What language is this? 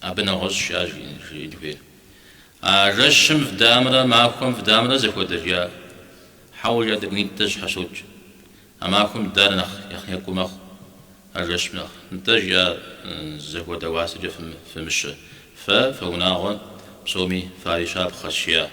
Kabardian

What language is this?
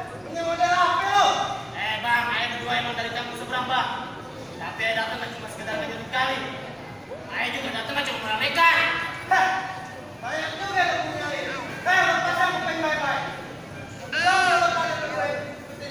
Betawi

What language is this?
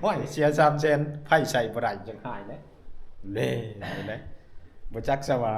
Northeastern Thai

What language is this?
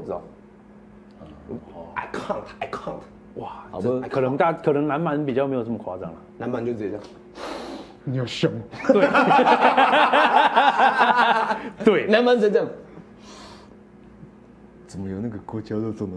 Chinese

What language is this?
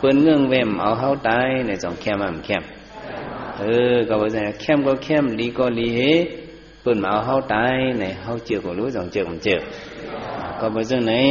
Shan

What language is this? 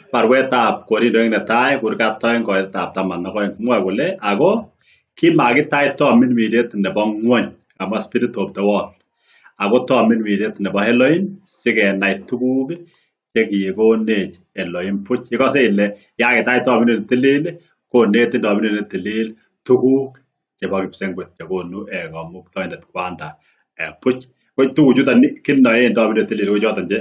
Kalenjin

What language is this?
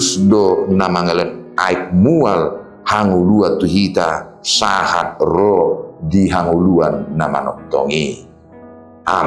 Batak Toba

